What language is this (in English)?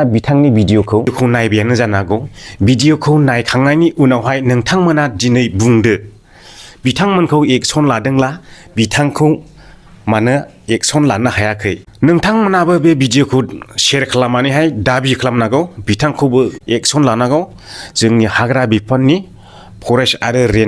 Bodo